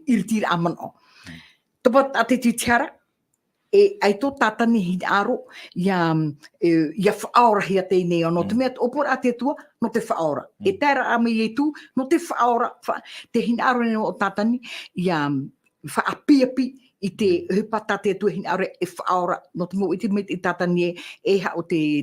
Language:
Tahitian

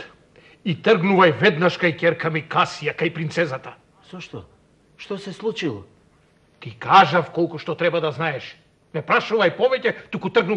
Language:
Macedonian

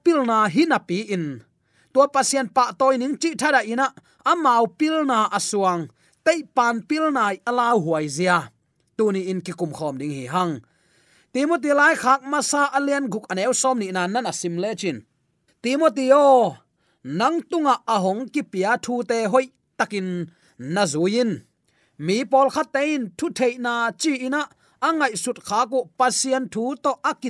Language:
Tedim Chin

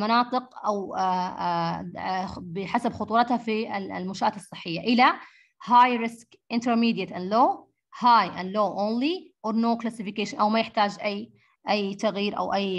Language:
Arabic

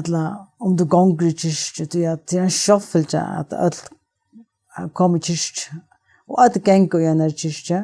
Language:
Faroese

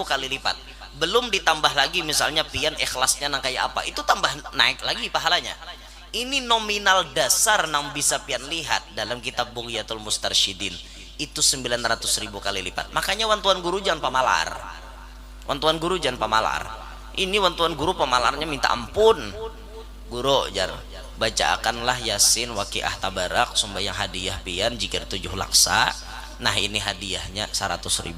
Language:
Banjar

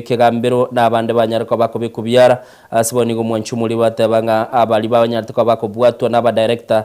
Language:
Gusii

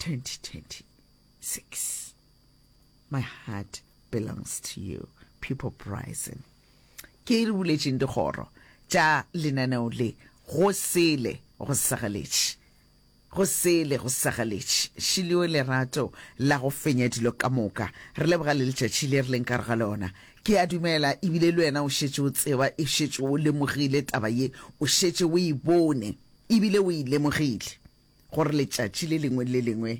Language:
Northern Sotho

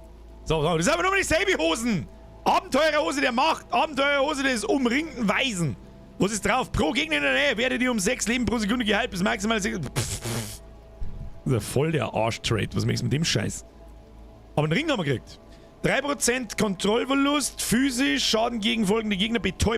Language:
Bavarian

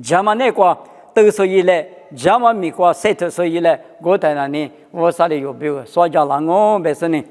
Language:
Lisu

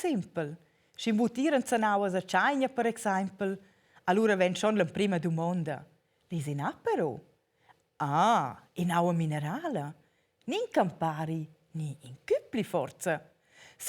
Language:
Romansh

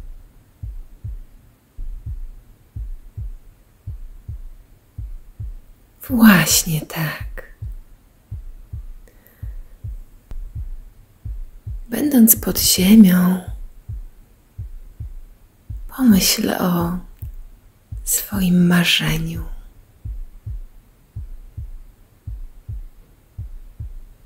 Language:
Polish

